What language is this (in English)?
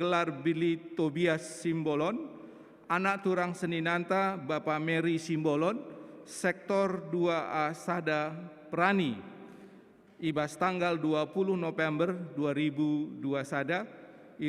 Batak Karo